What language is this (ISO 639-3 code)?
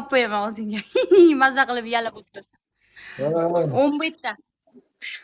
uzb